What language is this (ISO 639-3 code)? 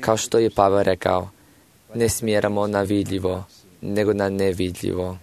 hrv